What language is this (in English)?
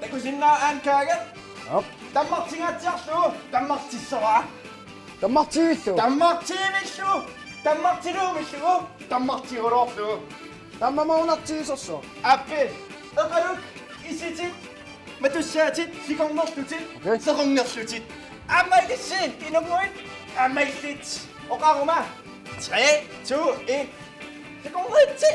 Kalaallisut